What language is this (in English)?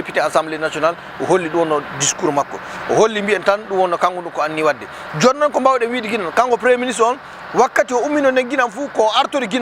Fula